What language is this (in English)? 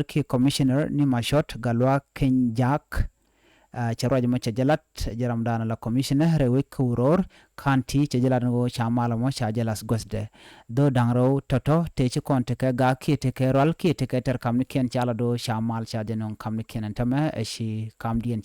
Nuer